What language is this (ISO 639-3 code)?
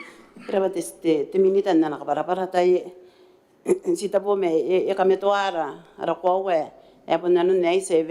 gil